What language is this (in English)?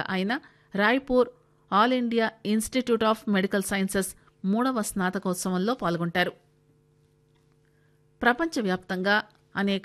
Telugu